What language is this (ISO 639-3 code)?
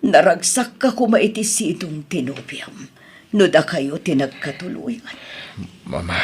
ilo